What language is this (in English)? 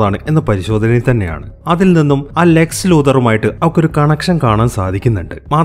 Malayalam